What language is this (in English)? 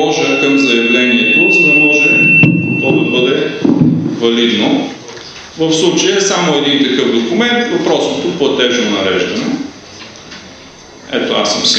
Bulgarian